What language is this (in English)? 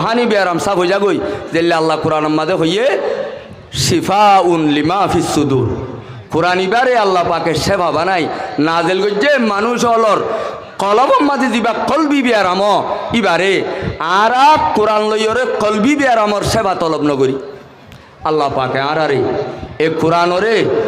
Rohingya